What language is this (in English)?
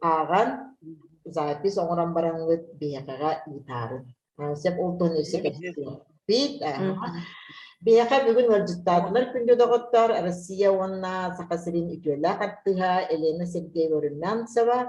Yakut